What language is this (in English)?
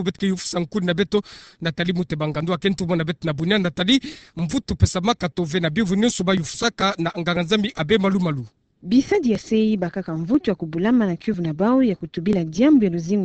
Kituba (Democratic Republic of Congo)